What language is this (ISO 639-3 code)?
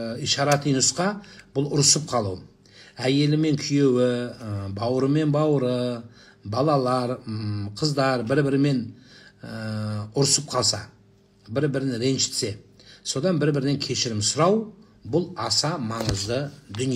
kaz